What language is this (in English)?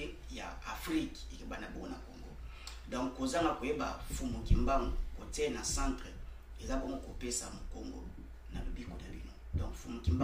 Lingala